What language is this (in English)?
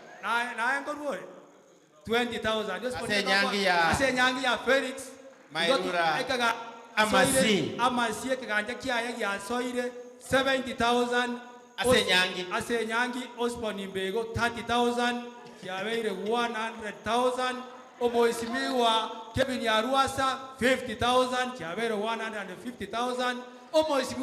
Gusii